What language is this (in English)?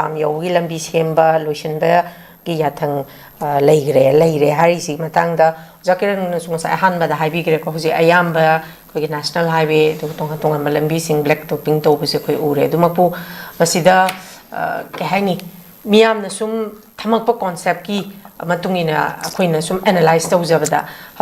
Manipuri